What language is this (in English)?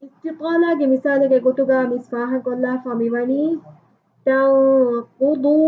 Divehi